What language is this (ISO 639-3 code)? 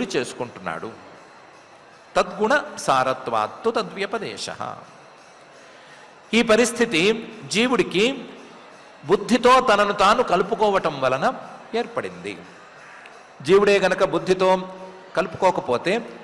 tel